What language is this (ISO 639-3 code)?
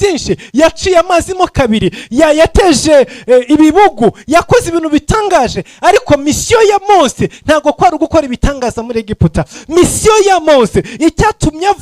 kin